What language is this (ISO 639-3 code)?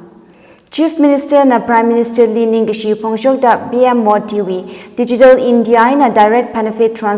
nmf